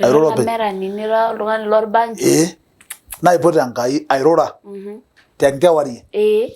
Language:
Masai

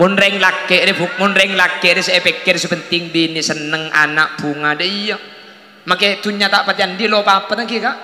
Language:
Madurese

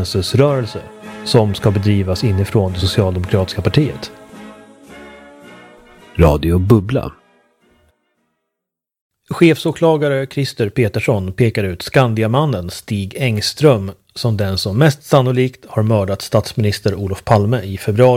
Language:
Swedish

